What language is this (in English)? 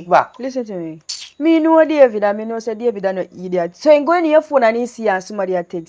Jamaican Creole English